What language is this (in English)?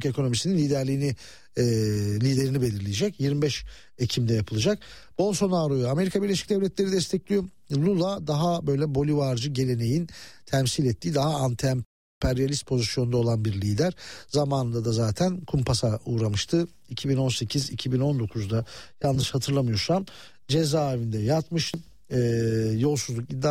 Turkish